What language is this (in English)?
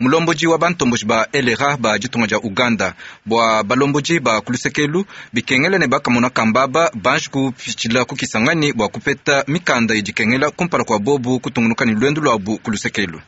Luba-Lulua